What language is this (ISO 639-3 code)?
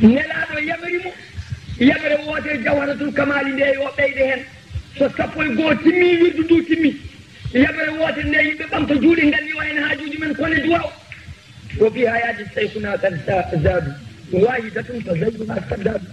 ful